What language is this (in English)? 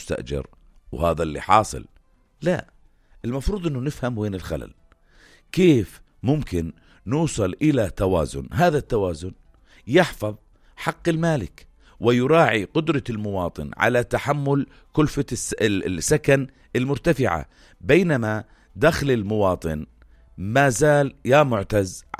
North Levantine Arabic